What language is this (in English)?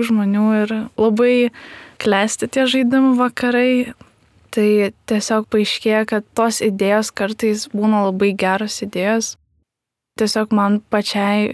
Lithuanian